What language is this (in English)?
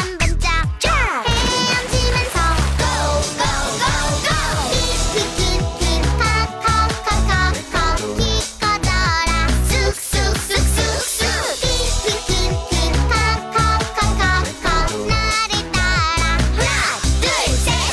Korean